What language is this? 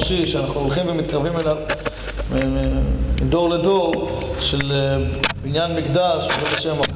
Hebrew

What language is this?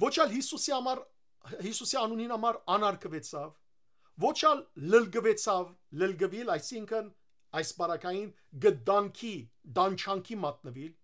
Western Armenian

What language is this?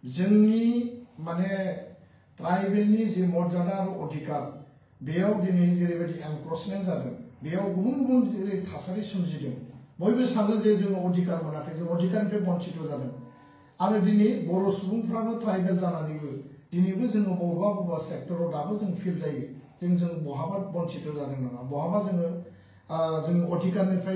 Bodo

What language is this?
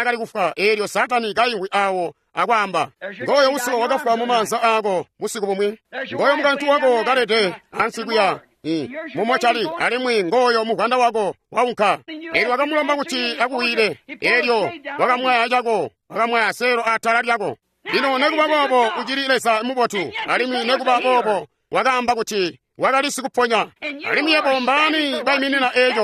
Tonga (Zambia)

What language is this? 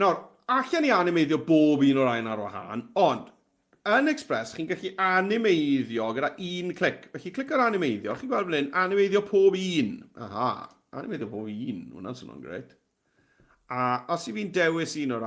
Welsh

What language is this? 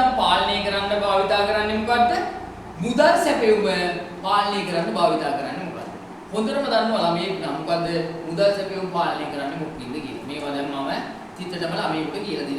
Sinhala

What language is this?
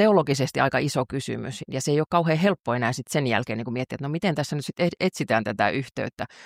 Finnish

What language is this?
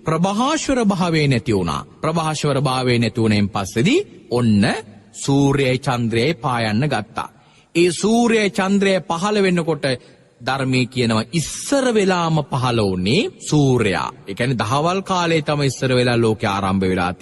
Sinhala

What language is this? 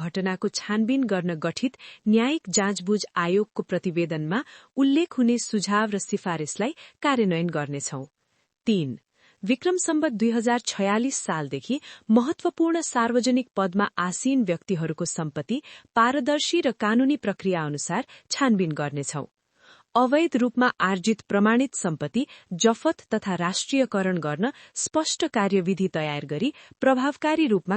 Nepali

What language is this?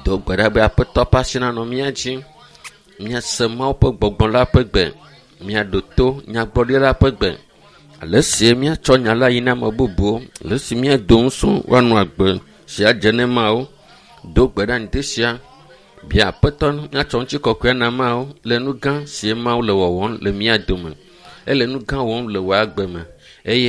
Ewe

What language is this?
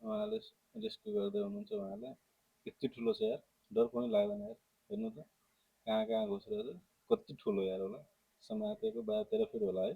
Nepali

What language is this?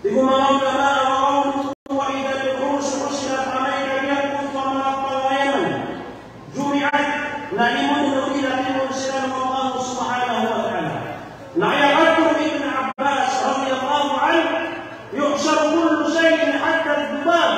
Maranao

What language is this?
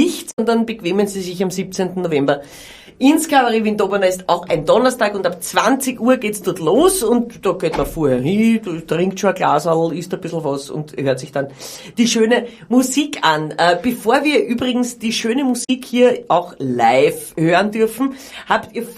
Bavarian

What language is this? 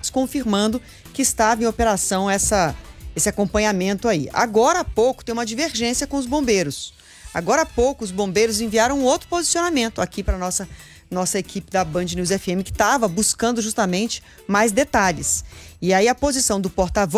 Portuguese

